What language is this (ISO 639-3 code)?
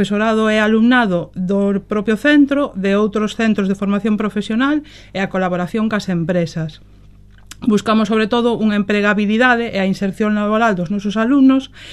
glg